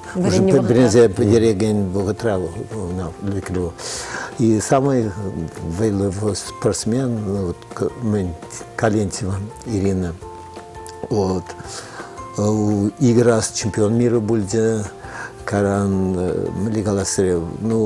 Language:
Chuvash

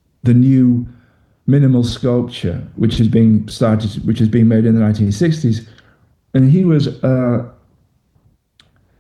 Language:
English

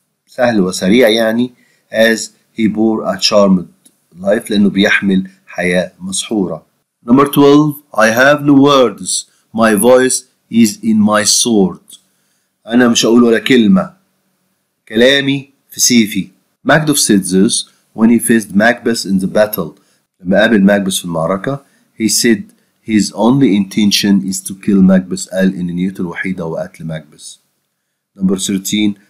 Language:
Egyptian Arabic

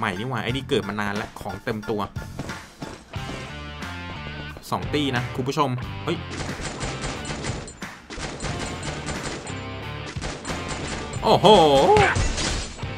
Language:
Thai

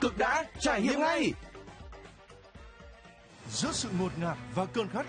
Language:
Vietnamese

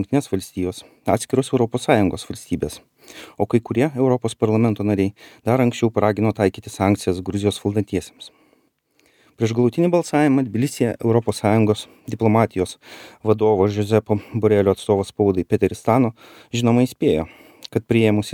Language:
Lithuanian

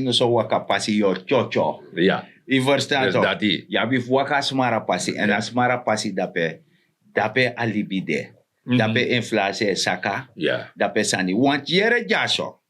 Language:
Sranan Tongo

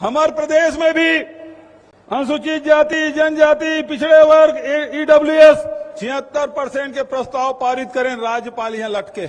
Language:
Chhattisgarhi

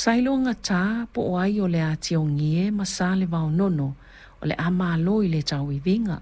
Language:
Samoan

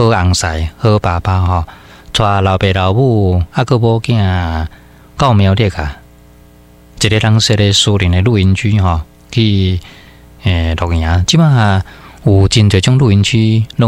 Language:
Min Nan Chinese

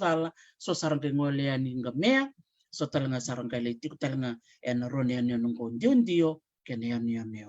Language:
Fijian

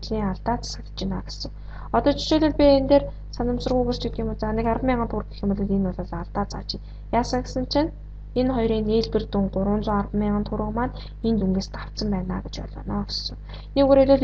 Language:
Mongolian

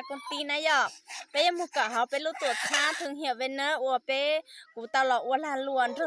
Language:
Hmong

